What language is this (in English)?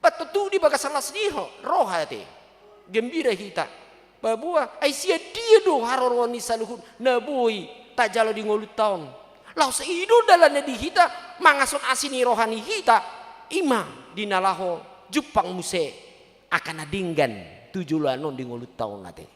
Batak Toba